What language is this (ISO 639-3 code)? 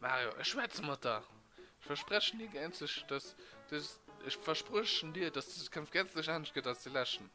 ltz